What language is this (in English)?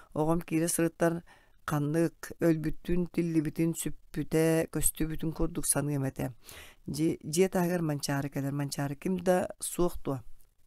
Yakut